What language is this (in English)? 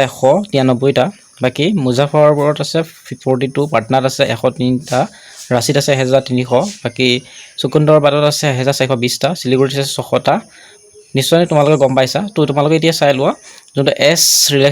Assamese